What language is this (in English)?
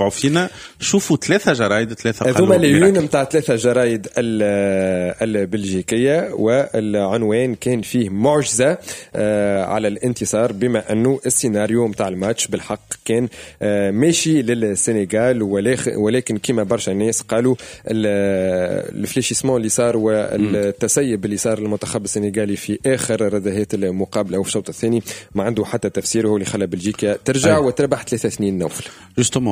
Tunisian Arabic